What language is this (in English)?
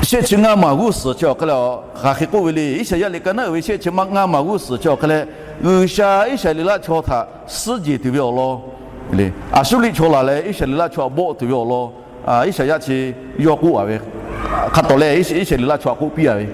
Lahu